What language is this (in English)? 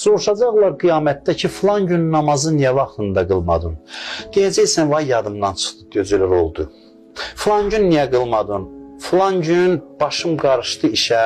Azerbaijani